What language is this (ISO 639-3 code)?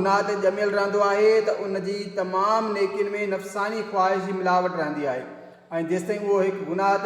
snd